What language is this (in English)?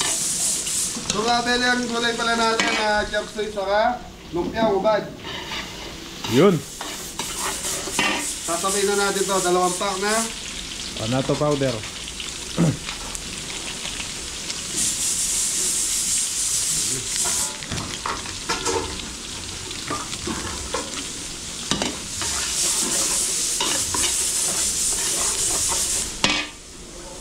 Filipino